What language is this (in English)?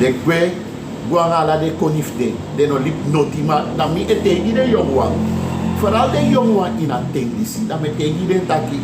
Sranan Tongo